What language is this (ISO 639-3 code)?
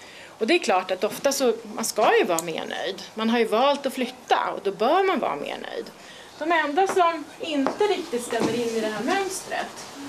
swe